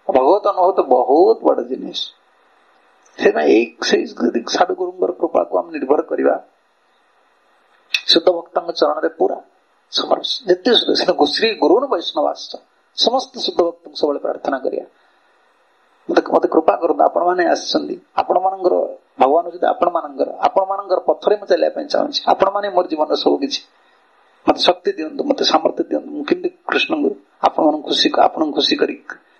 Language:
Odia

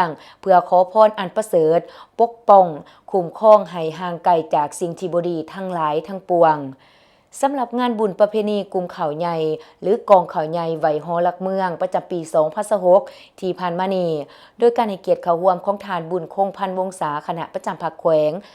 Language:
Lao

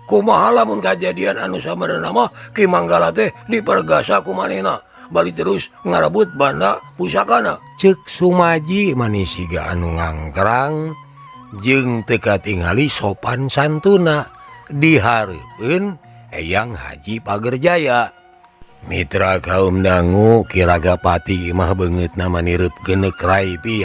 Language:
Sundanese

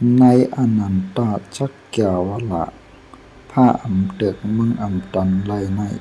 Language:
Shan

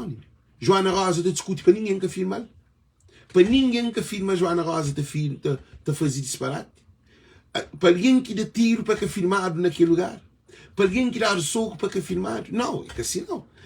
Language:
Kabuverdianu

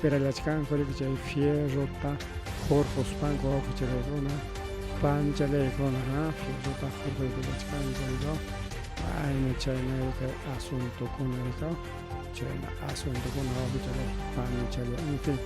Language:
Ayacucho Quechua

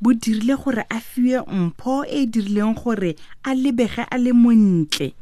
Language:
Tswana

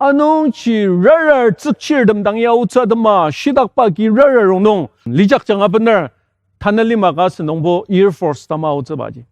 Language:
Ao Naga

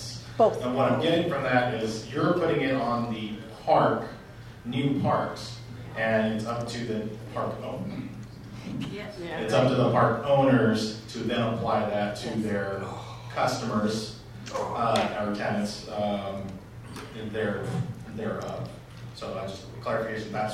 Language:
English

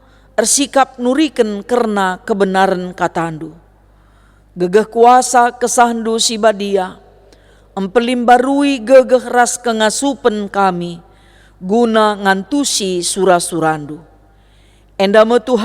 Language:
Batak Karo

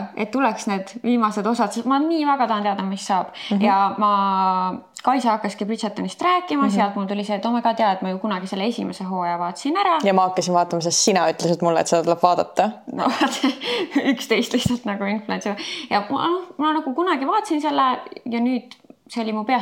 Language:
Estonian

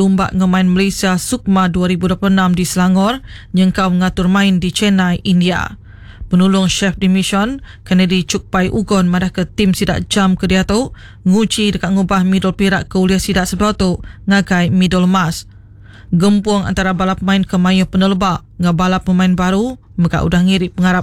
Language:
Iban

